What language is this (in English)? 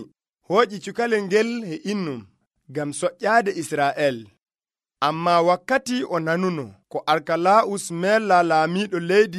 Nigerian Fulfulde